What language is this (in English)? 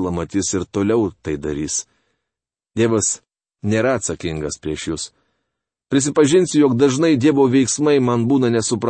Lithuanian